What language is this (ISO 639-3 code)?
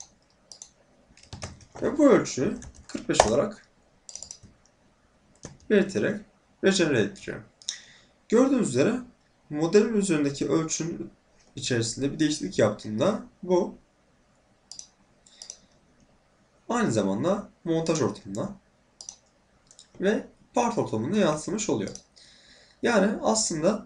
tur